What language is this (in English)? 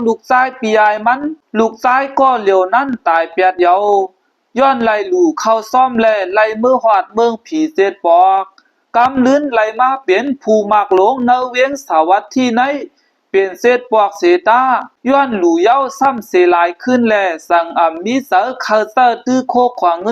Shan